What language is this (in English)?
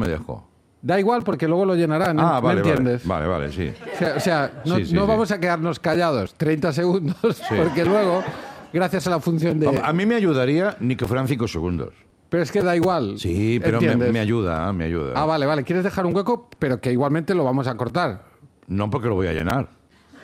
Spanish